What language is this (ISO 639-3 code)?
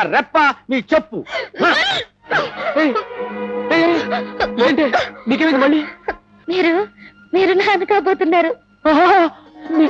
tel